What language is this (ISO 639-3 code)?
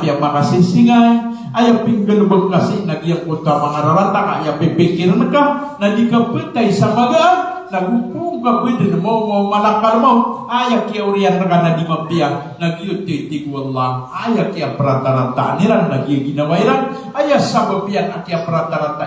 mrw